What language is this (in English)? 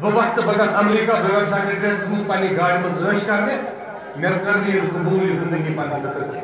Kashmiri